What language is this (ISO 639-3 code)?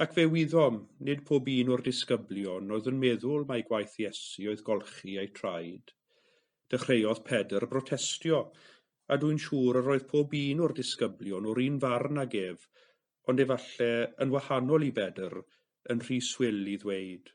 cym